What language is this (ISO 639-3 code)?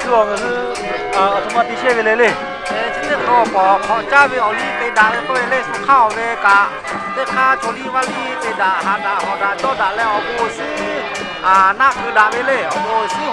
lhu